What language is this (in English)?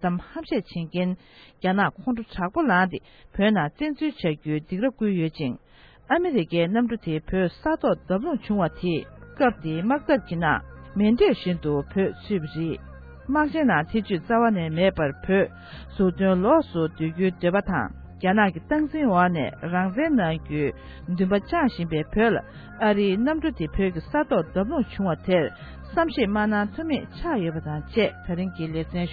Tibetan